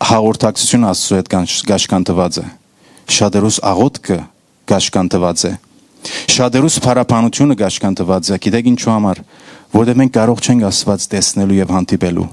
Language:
Western Armenian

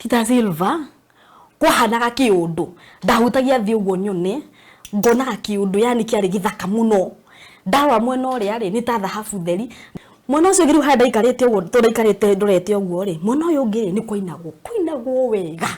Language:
Kikuyu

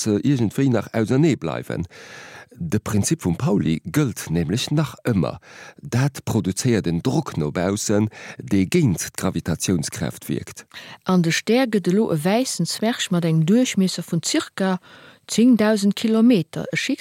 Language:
Luxembourgish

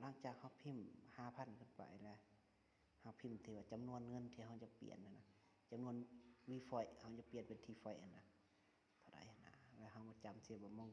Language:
Lao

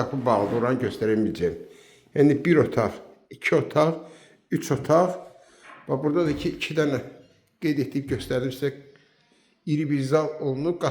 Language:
Azerbaijani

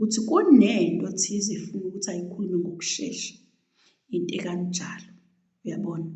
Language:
Zulu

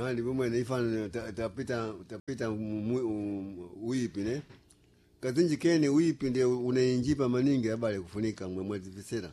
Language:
Sena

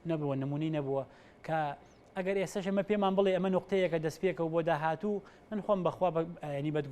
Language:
Central Kurdish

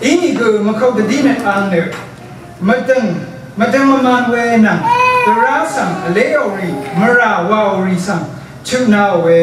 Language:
Rawang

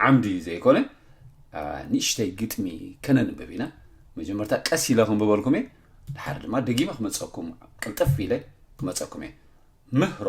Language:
Tigrinya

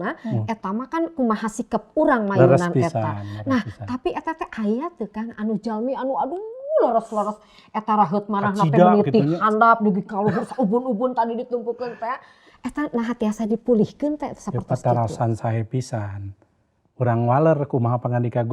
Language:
Sundanese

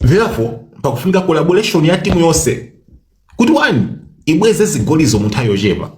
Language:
Nyanja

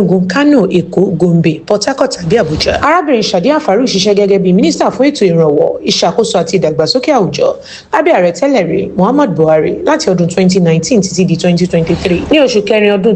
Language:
Yoruba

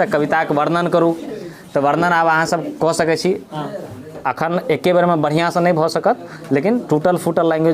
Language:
Maithili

